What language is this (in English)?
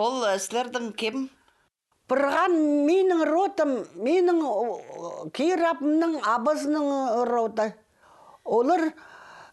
Khakas